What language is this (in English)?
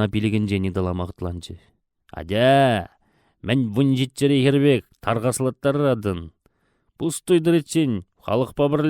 Chuvash